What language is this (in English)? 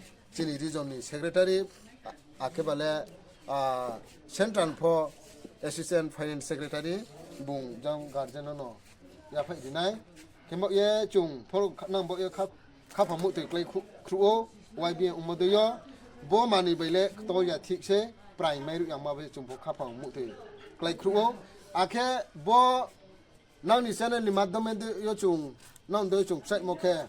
Riang (India)